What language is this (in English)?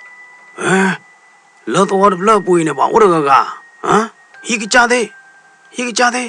S'gaw Karen